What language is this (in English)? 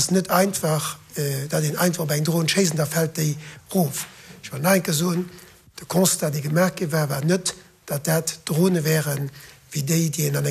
Luxembourgish